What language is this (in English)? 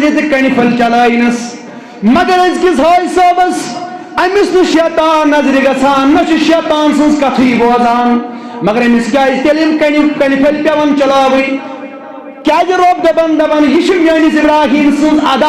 Kashmiri